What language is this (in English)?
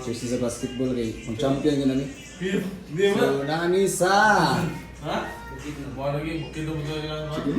Cebuano